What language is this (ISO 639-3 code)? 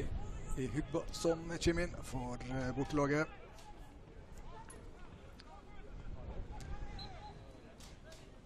nor